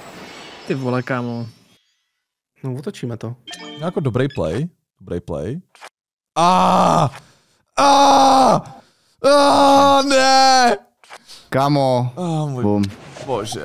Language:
Czech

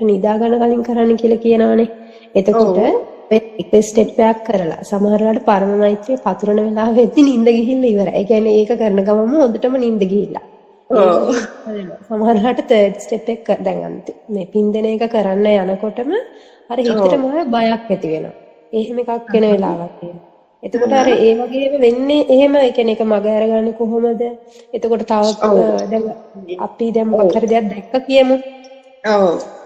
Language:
Sinhala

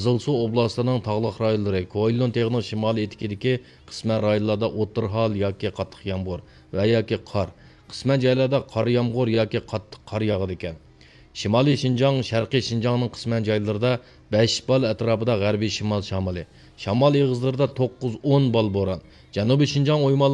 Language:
Uyghur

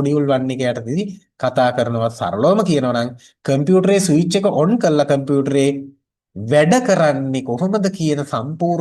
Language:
Sinhala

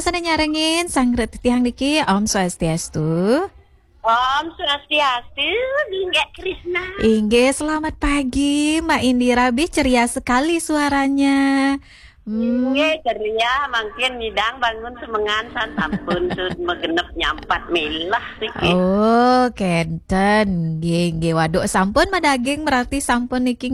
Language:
Balinese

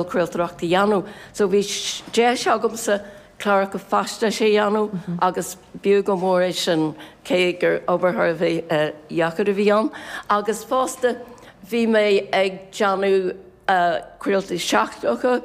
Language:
Irish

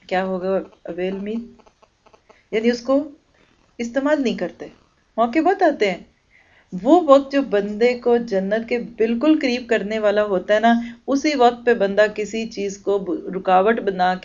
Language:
Urdu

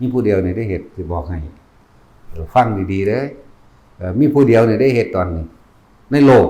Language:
Northeastern Thai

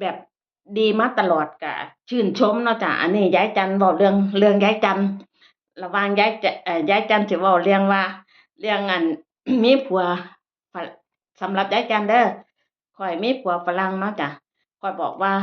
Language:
Northeastern Thai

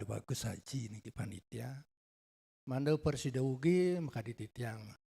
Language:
Balinese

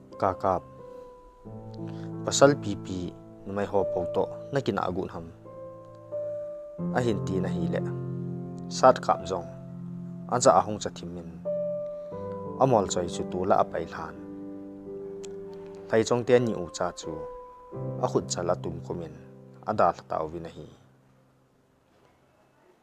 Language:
Thado Chin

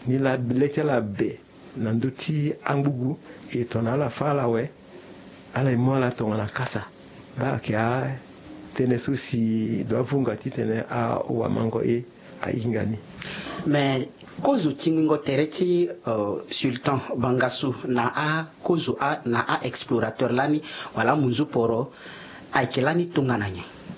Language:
Sango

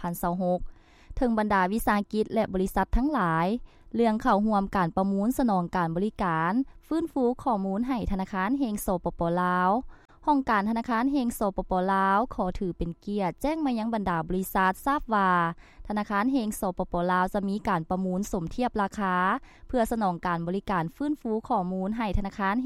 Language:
Lao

